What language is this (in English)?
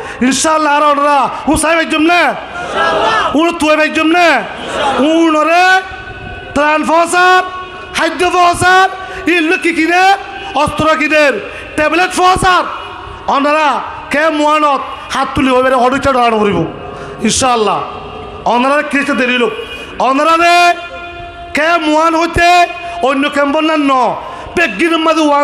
Rohingya